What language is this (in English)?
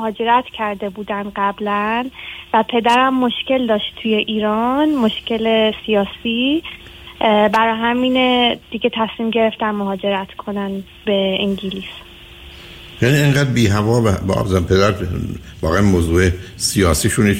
Persian